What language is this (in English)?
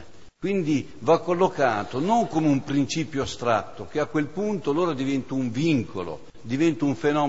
Italian